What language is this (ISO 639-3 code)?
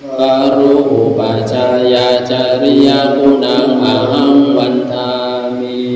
pli